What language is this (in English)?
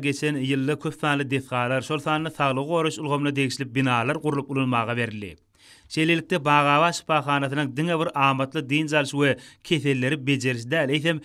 Turkmen